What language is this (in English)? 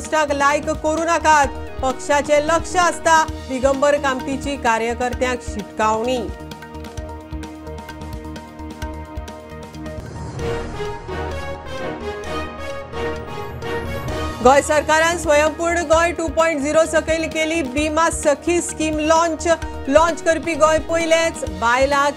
Konkani